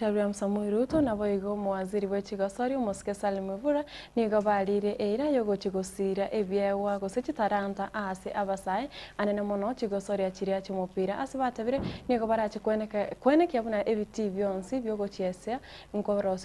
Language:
Gusii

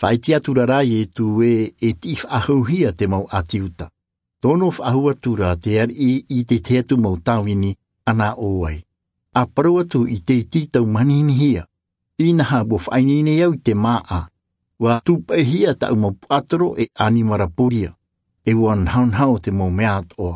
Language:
Tahitian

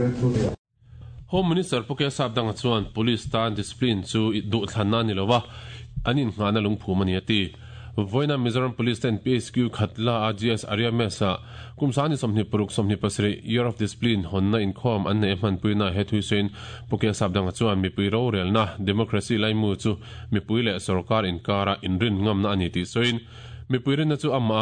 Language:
Mizo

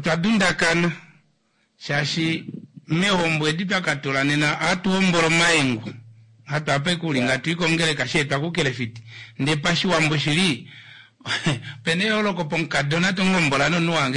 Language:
Kuanyama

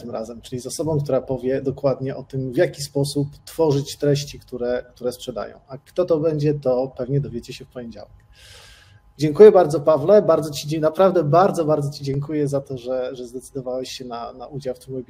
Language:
Polish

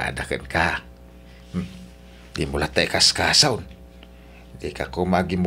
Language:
Iloko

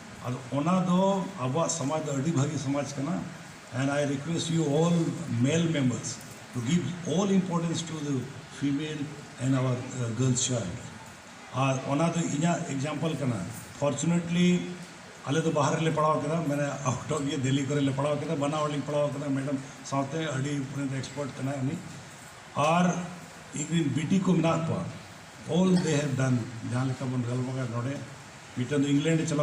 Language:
Santali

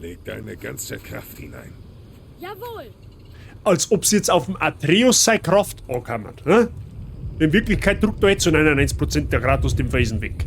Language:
Bavarian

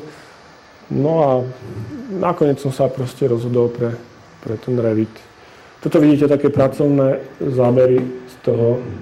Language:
Slovak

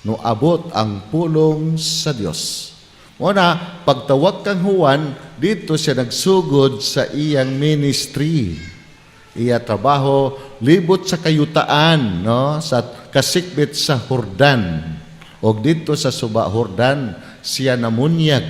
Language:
Cebuano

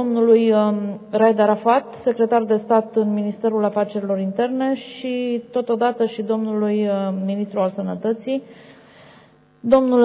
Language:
Romanian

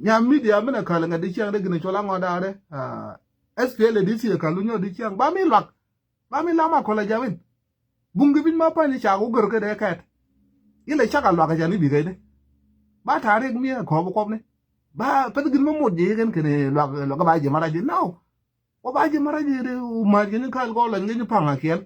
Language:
Nuer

